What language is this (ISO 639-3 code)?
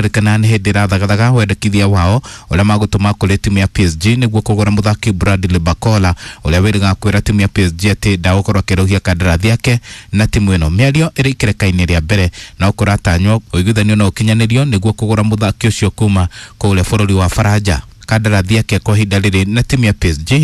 kik